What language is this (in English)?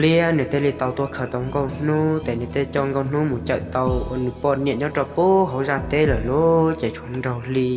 Hmong